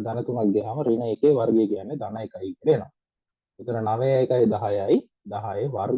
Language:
Sinhala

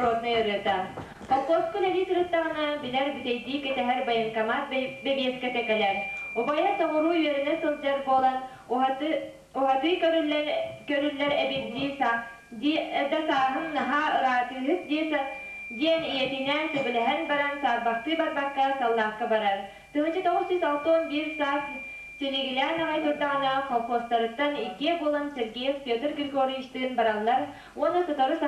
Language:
Yakut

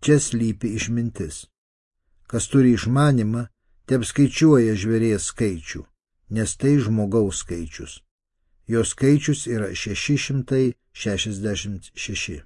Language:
Lithuanian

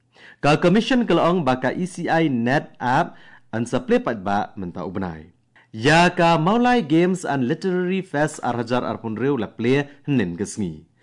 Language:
Khasi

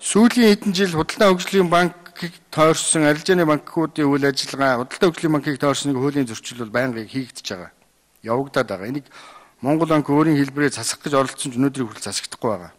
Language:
Mongolian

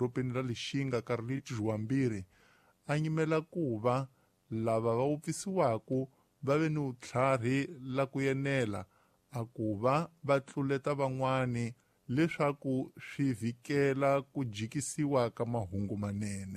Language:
Tsonga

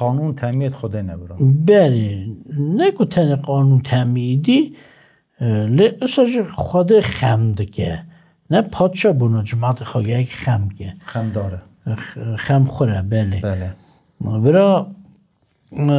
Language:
Kurdish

